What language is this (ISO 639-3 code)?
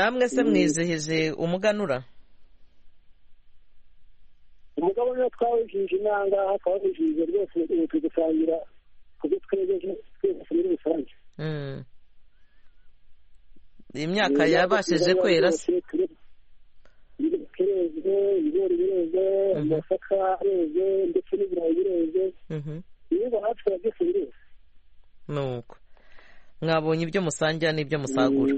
kin